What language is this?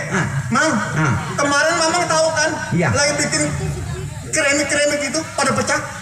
Betawi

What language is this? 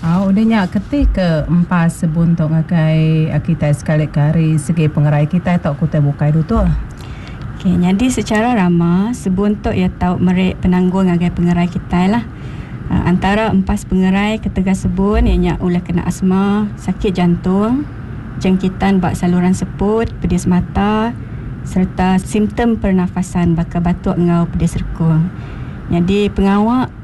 Iban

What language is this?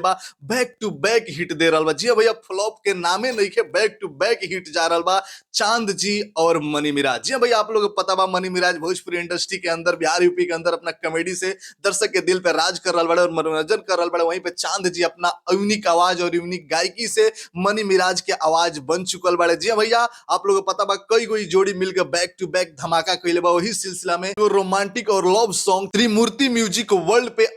Bhojpuri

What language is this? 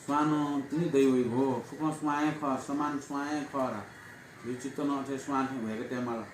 Newari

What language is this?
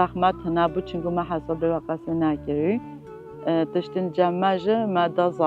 Kurdish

